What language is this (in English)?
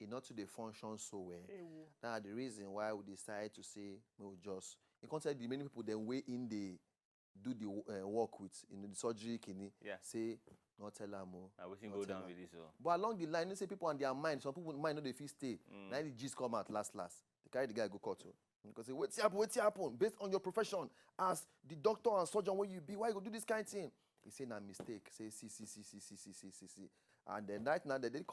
Nigerian Pidgin